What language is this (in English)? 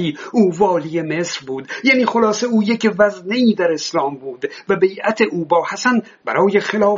Persian